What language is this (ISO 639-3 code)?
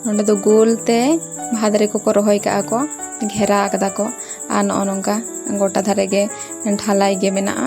sat